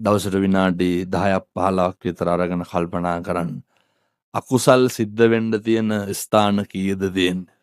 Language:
Sinhala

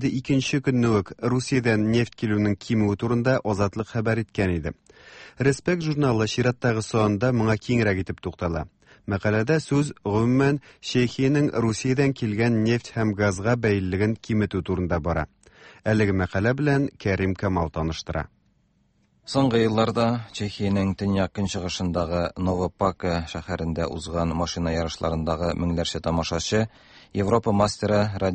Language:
Tatar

